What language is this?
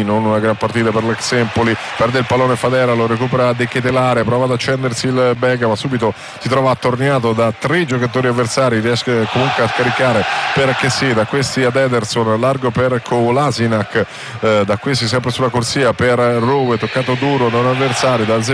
Italian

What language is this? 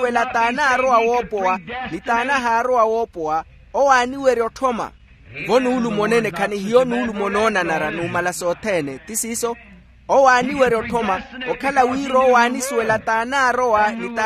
Makhuwa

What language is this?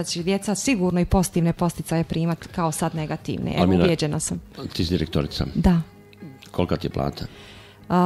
Bosnian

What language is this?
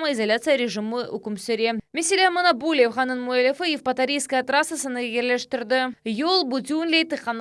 Crimean Tatar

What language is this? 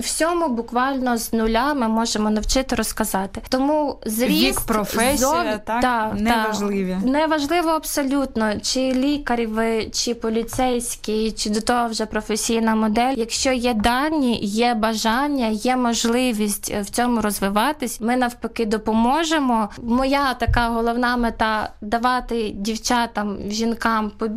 Ukrainian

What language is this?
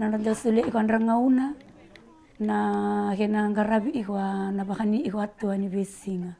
Fijian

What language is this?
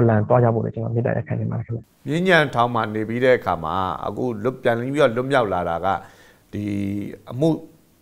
Burmese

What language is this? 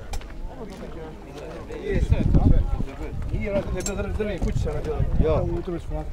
Croatian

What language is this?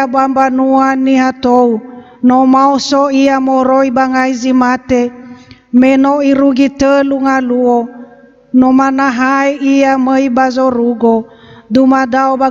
Nias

